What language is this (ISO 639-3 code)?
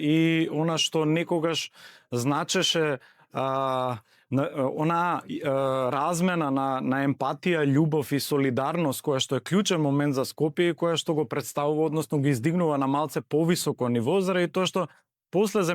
mkd